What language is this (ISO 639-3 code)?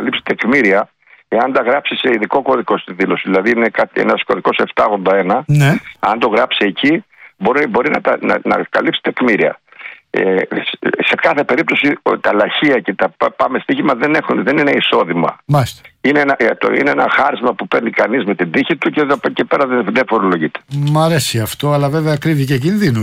ell